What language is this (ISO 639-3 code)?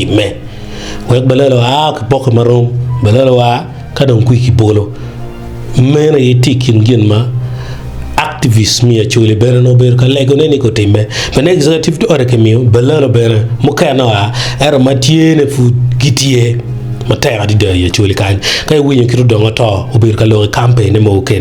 ach